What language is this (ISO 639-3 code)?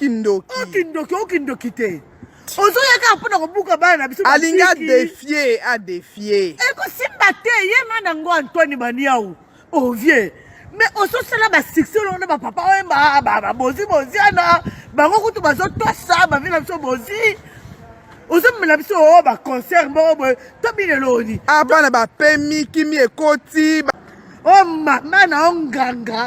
lin